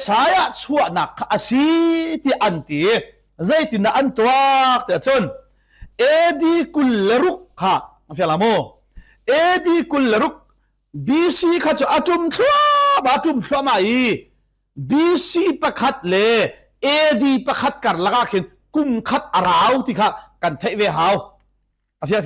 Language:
Hakha Chin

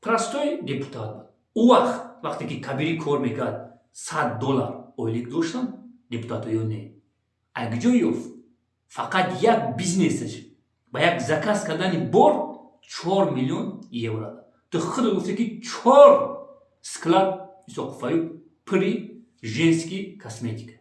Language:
Tajik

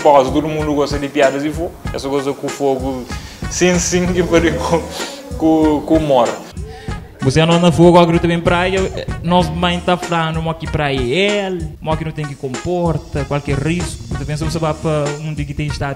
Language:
Kabuverdianu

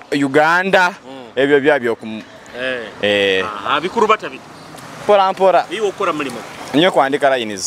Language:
Nyoro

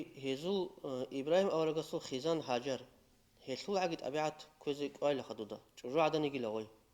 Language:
Avaric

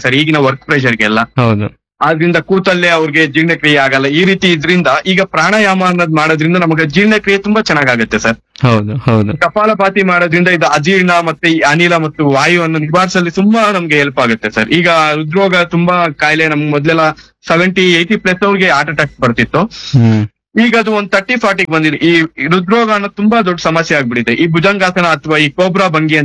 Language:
Kannada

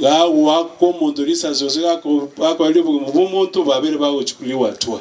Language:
Gusii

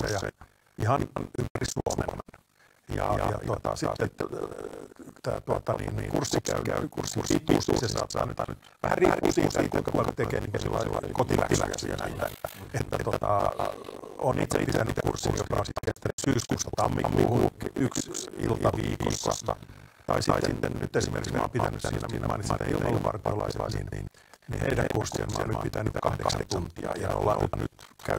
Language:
Finnish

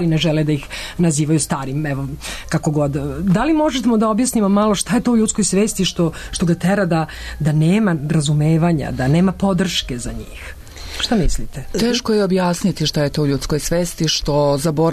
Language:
Serbian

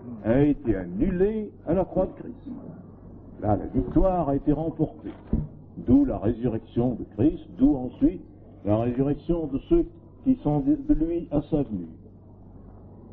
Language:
French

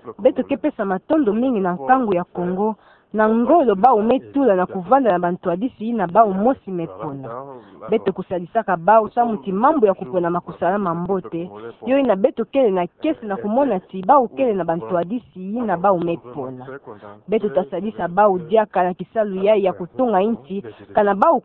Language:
Kituba (Democratic Republic of Congo)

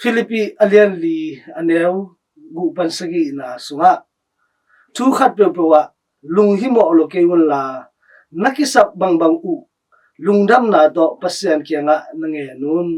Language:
Tedim Chin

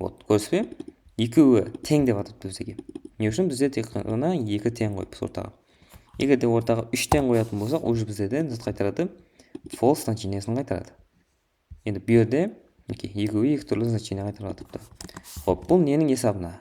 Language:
Kara-Kalpak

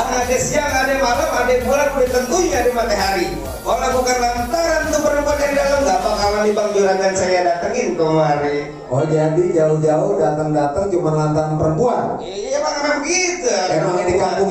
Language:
Betawi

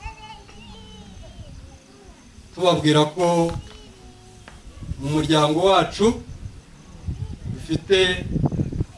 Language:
Kinyarwanda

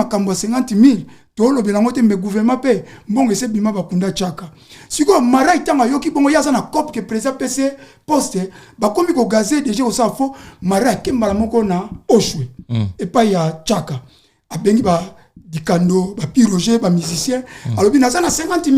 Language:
Lingala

